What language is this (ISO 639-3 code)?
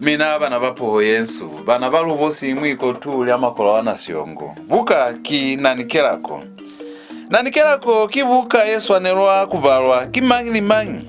loz